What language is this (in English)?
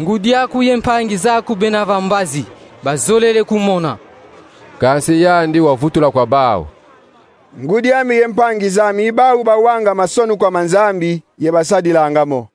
Kongo